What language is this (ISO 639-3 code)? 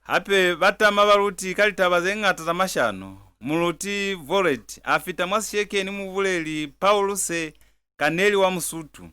loz